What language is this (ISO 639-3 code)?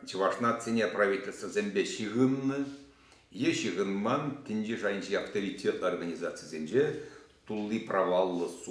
chv